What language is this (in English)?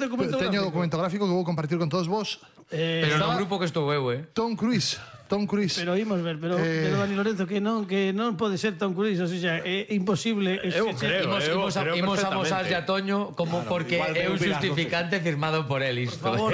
Galician